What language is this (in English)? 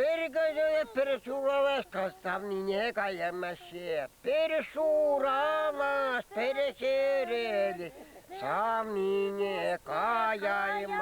Chuvash